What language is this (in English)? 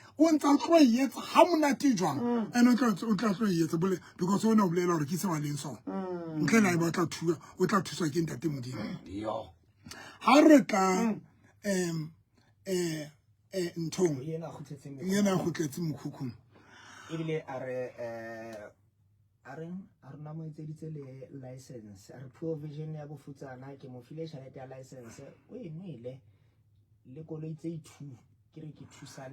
Southern Sotho